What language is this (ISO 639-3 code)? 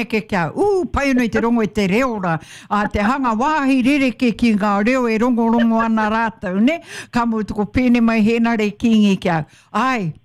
mri